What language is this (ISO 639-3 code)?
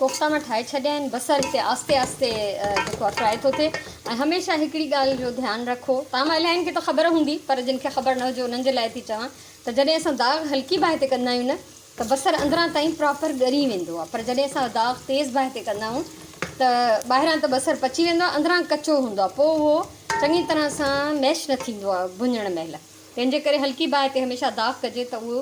snd